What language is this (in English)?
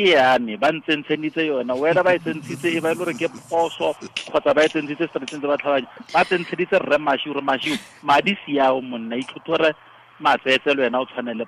Tswana